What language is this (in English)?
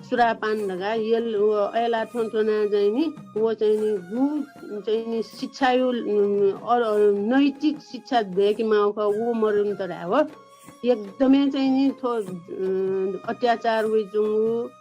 Newari